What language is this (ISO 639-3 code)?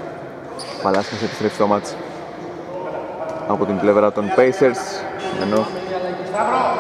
ell